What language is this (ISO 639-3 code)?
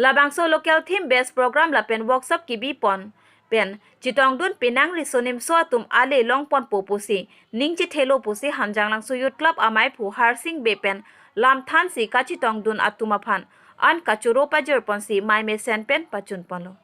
mjw